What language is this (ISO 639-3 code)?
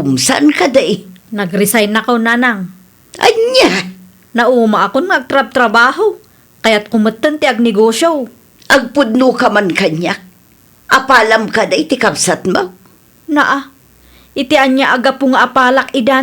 ilo